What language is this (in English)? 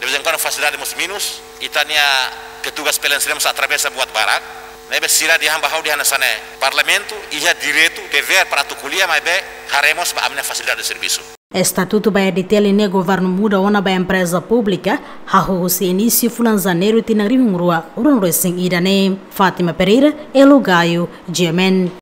Tetum